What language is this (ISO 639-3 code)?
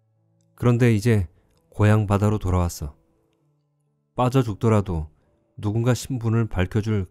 kor